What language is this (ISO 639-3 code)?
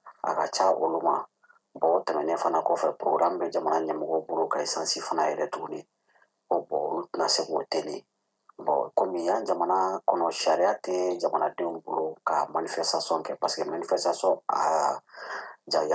bam